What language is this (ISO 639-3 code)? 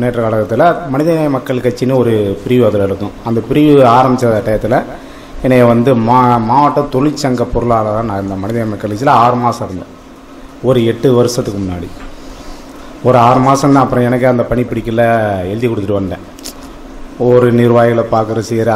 tam